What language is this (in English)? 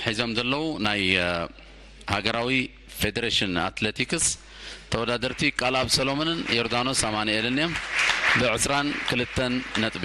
Tigrinya